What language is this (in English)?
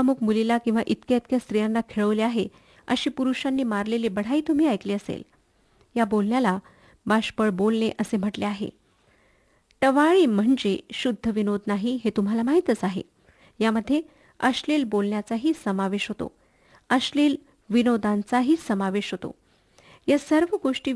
Marathi